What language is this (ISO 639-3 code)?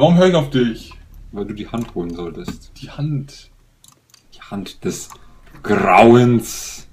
deu